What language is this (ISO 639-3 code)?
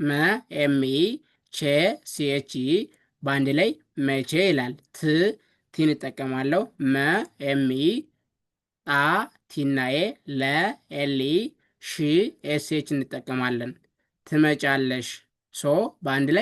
amh